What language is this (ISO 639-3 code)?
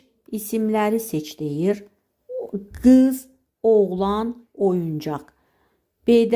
aze